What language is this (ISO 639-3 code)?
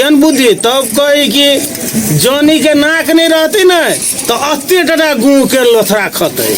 mai